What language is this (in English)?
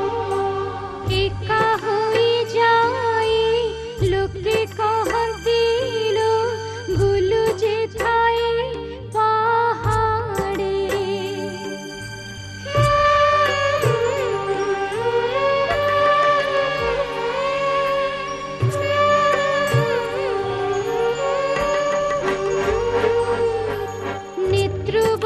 Odia